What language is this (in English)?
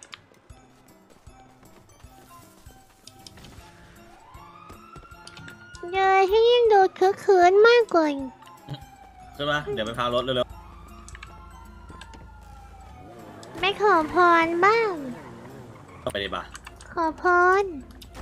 Thai